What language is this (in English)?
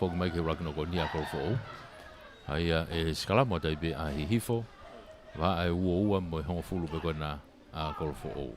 Tongan